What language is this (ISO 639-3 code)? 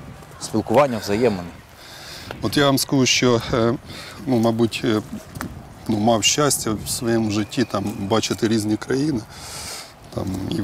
ukr